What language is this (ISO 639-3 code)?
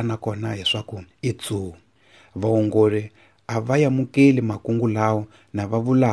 tso